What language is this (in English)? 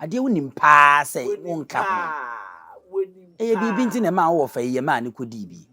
Akan